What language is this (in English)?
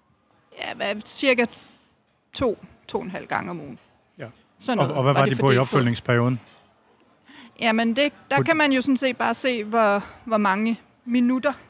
Danish